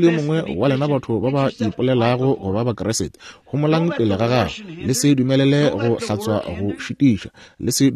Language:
Northern Sotho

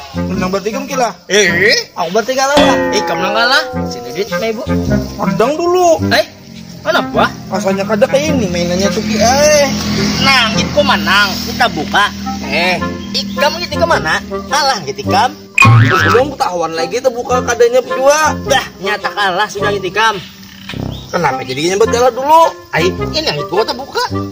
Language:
Banjar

